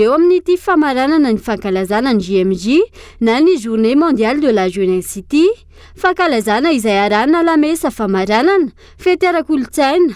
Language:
Malagasy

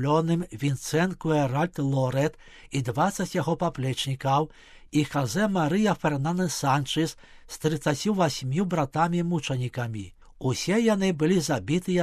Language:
Belarusian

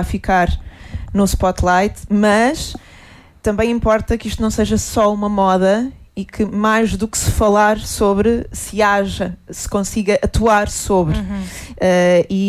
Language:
Portuguese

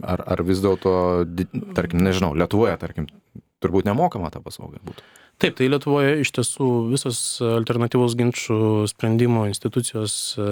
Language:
Lithuanian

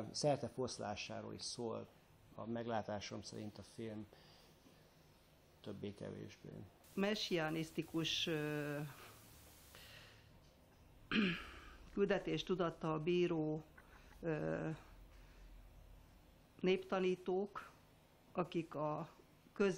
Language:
Hungarian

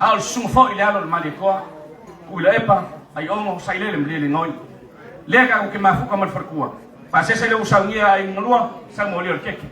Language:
Samoan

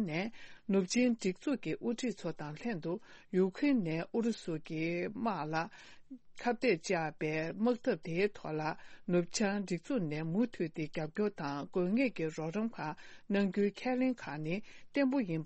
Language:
Tibetan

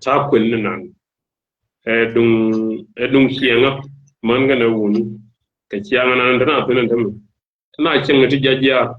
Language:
Nuer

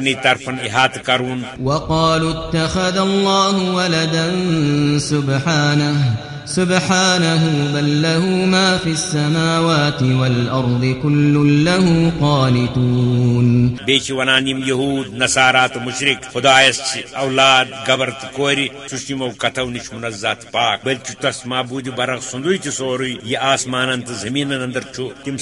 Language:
Kashmiri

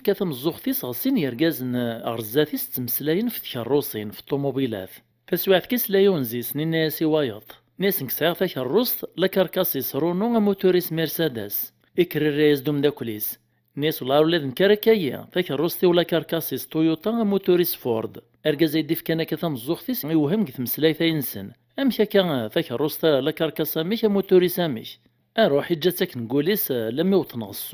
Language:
Kabyle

